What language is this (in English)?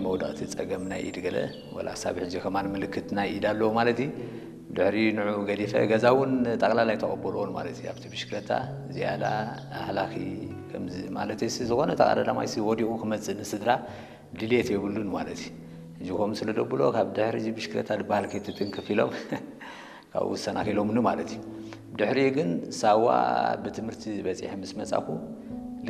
Tigrinya